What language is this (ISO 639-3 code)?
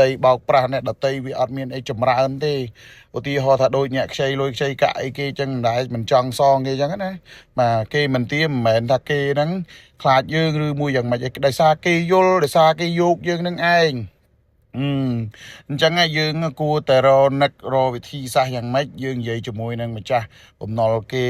khm